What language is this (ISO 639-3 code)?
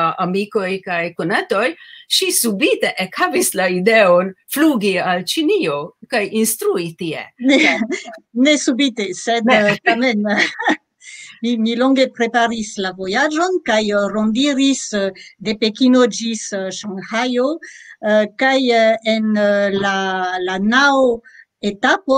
epo